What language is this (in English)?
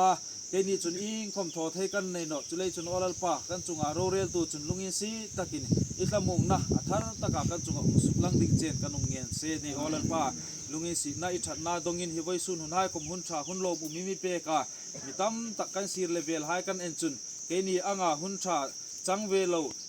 Hmar